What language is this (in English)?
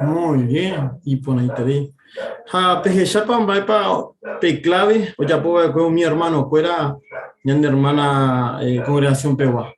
Guarani